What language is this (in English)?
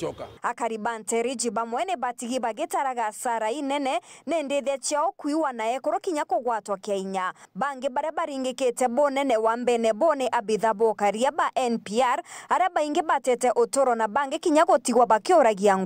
Meru